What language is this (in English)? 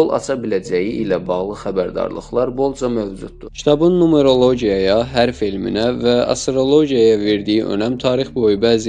Azerbaijani